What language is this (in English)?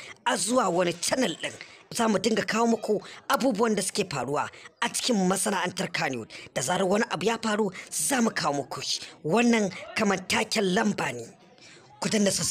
Hausa